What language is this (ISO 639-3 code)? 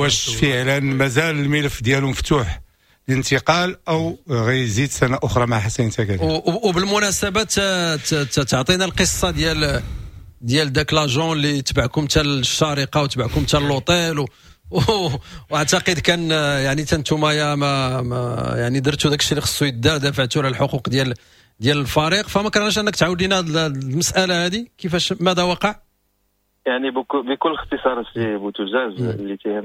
ary